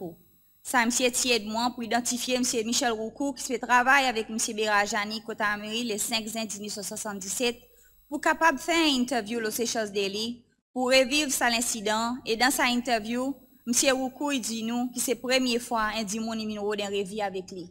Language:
Seselwa Creole French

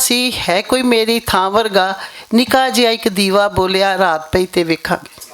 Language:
Western Panjabi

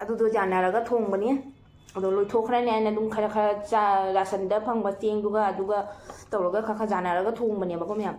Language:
Manipuri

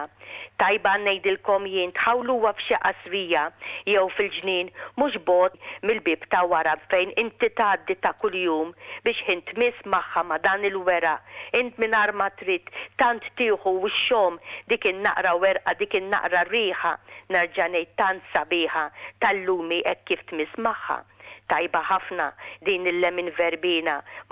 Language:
Maltese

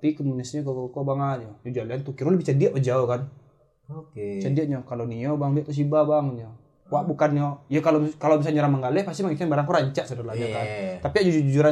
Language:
Indonesian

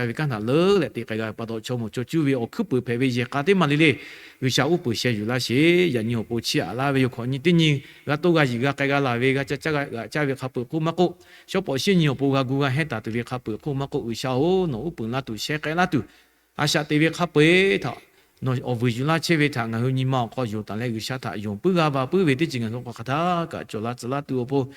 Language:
Lahu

